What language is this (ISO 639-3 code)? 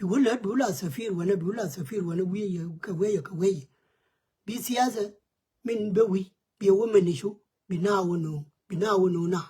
nus